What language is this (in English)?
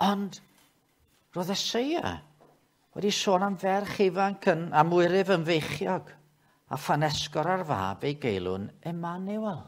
Welsh